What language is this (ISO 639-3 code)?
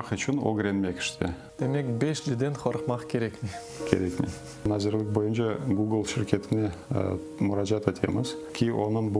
crh